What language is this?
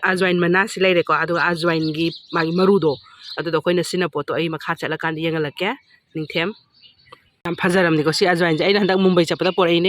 Manipuri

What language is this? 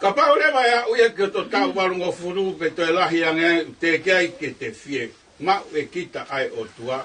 Tongan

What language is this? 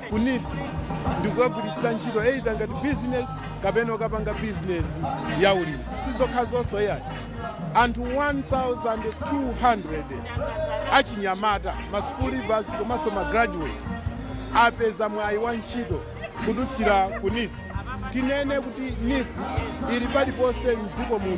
Nyanja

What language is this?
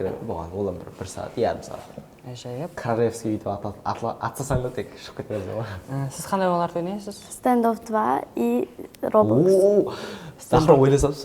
Kara-Kalpak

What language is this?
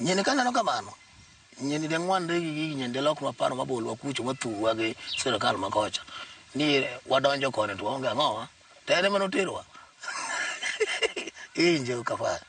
Luo (Kenya and Tanzania)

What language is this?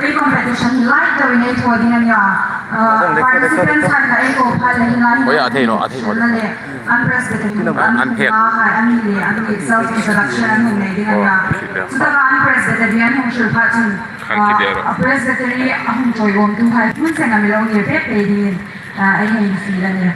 Hmar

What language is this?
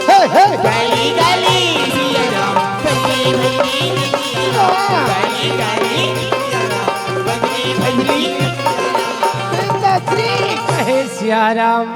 Chhattisgarhi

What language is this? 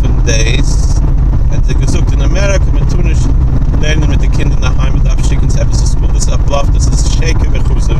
Yiddish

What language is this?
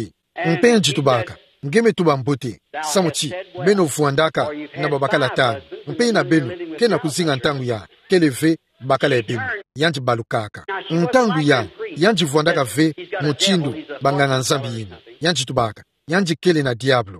Kituba (Democratic Republic of Congo)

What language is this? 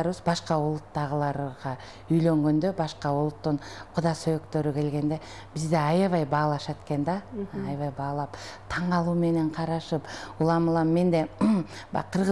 Kyrgyz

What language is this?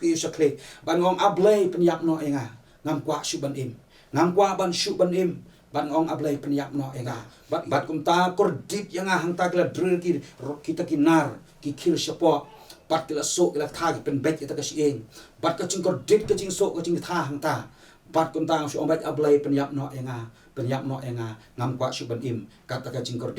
Khasi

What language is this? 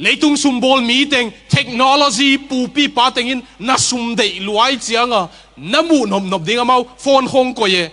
Tedim Chin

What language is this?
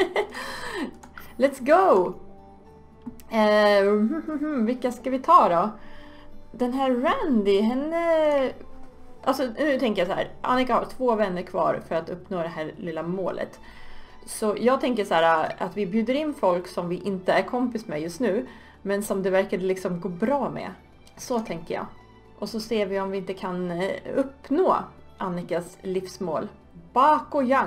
Swedish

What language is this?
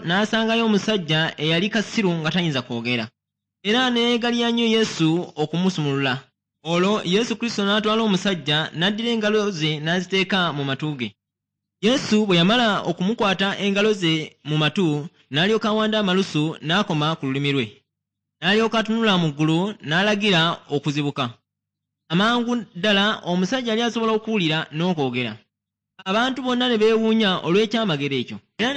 Ganda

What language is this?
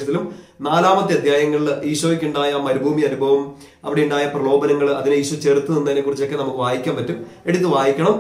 Malayalam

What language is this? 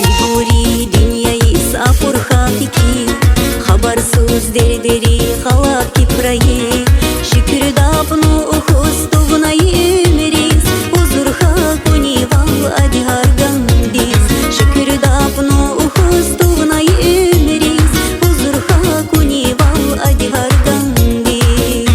Tabassaran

